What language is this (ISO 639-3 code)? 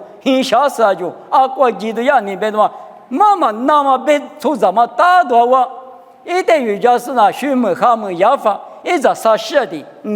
lis